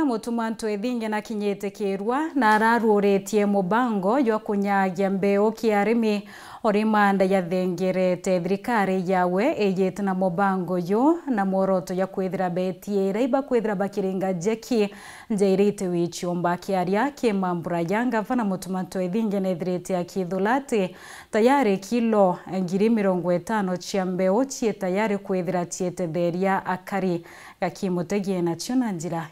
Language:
Meru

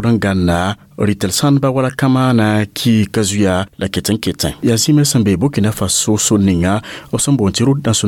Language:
Mossi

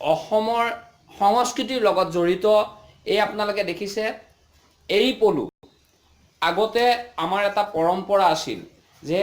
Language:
Assamese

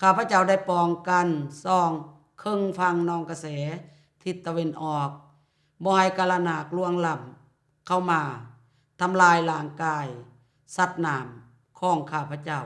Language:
Lao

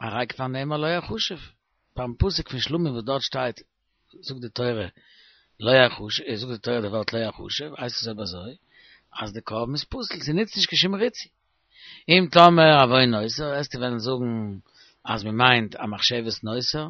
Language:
Yiddish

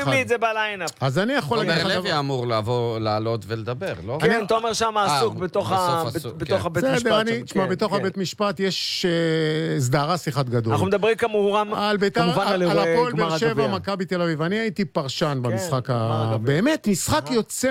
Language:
Hebrew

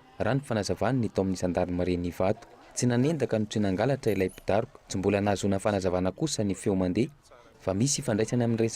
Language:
Malagasy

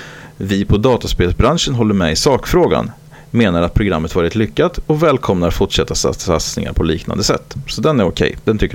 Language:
Swedish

